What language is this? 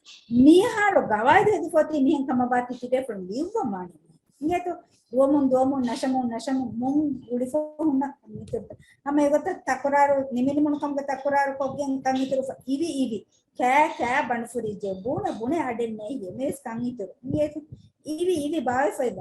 Divehi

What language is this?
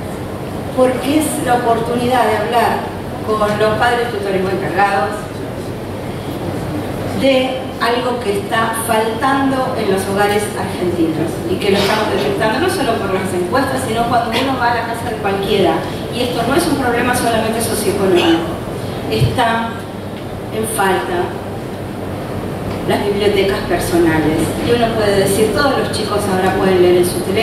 Spanish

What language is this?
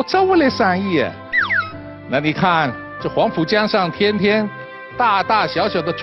Wu Chinese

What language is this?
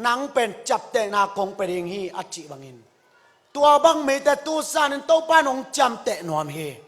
Tedim Chin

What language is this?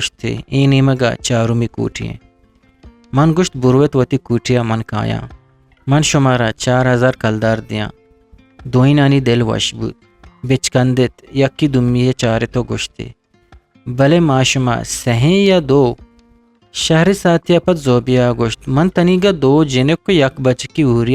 Eastern Balochi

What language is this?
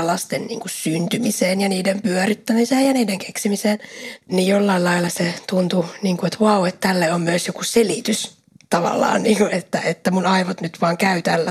Finnish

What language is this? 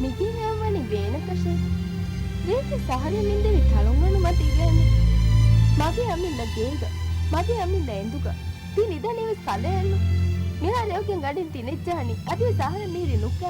Divehi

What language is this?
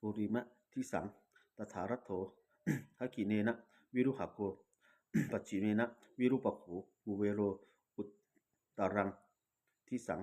Pali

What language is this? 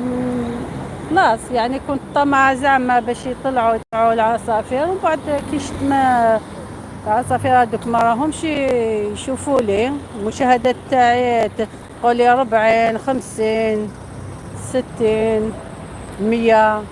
Algerian Arabic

